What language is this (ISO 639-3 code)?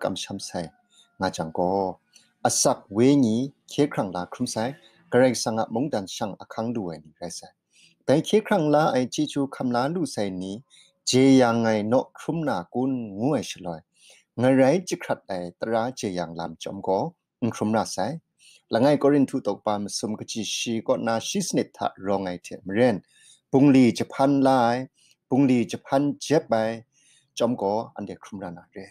kac